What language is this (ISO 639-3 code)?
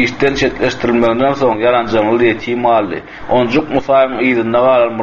tuk